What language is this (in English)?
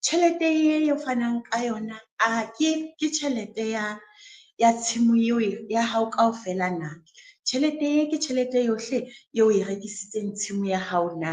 Southern Sotho